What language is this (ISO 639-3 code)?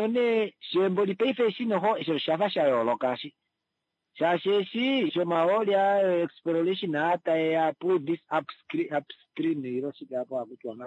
kua